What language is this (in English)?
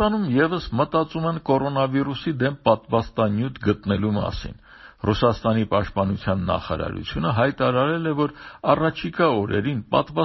Armenian